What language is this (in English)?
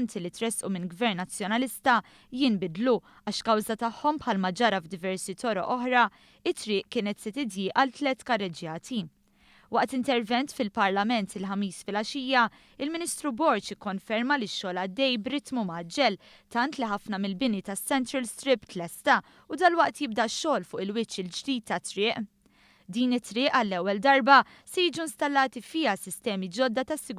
Maltese